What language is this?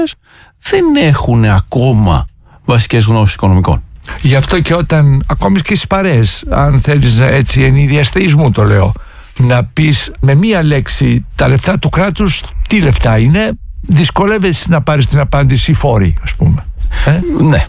Greek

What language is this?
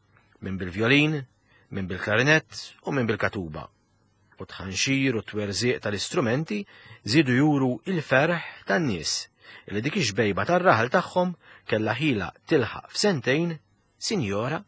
Maltese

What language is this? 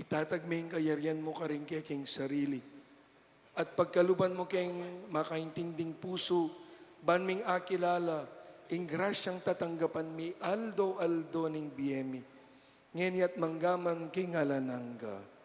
Pampanga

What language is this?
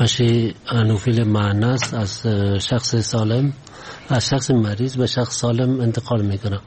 Persian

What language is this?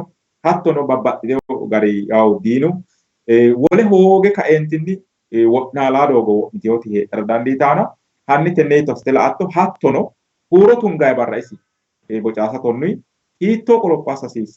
Sidamo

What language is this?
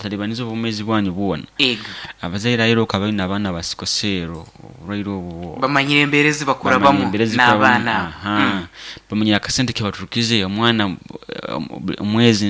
Nyoro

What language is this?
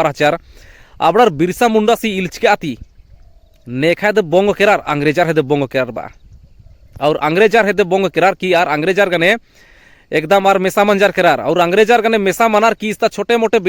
Kurukh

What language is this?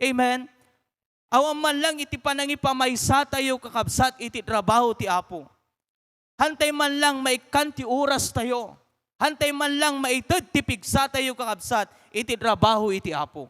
Iloko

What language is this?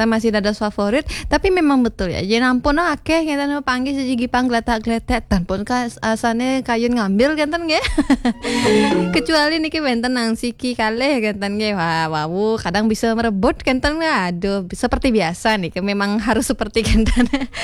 Balinese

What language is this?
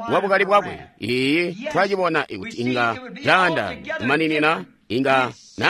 Tonga (Zambia)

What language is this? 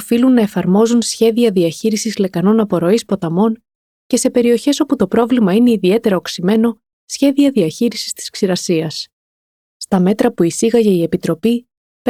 Greek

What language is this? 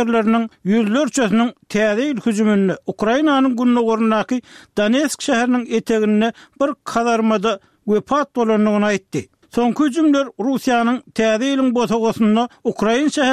Turkmen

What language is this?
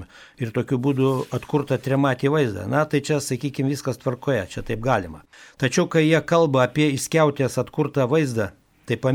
Lithuanian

